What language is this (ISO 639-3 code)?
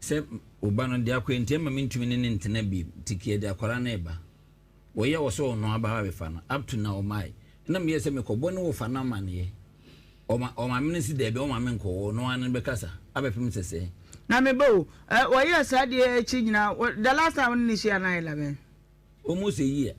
aka